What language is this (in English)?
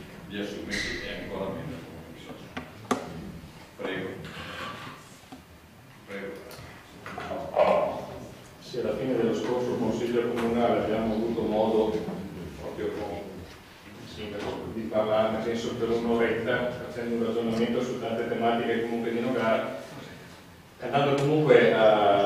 Italian